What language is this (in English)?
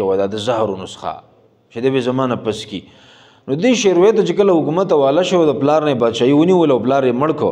Pashto